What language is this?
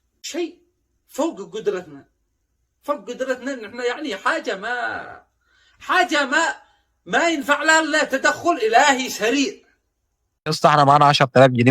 Egyptian Arabic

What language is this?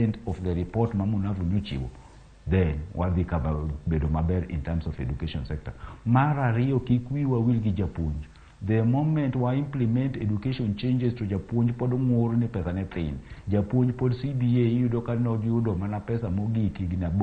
Luo (Kenya and Tanzania)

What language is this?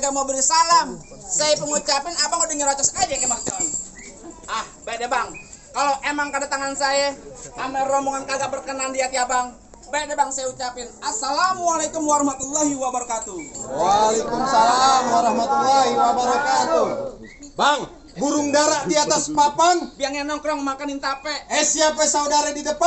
Betawi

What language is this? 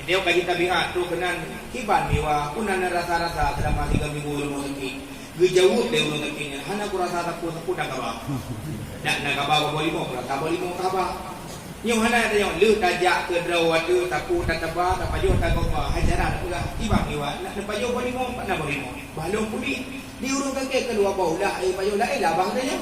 Achinese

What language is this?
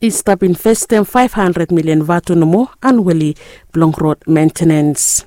Bislama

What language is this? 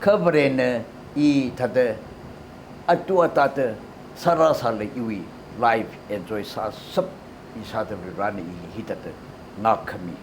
Tangkhul Naga (India)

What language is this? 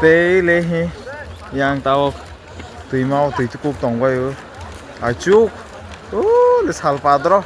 Kok Borok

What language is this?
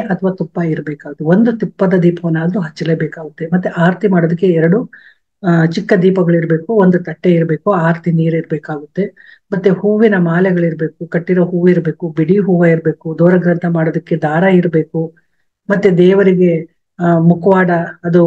Kannada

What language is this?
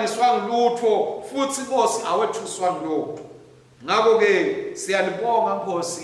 Swati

